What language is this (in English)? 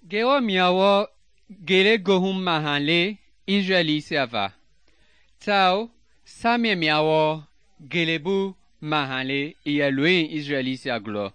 Mende